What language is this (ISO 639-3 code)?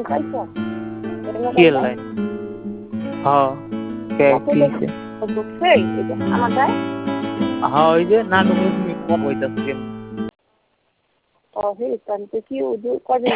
ben